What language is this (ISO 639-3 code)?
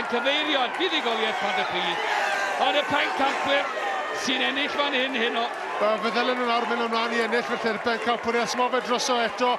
cym